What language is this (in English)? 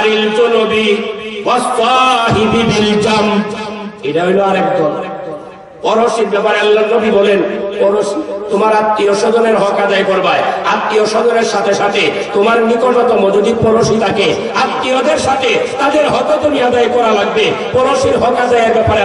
Bangla